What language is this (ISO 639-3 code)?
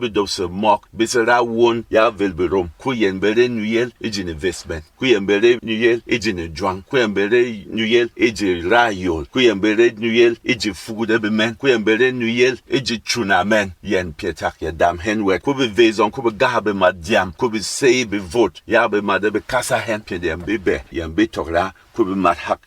bom